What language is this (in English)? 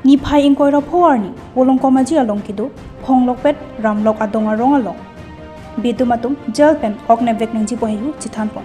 Karbi